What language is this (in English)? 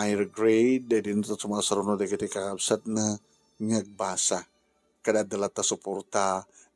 Iloko